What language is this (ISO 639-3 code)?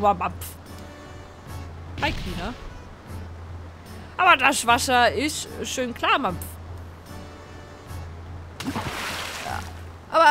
deu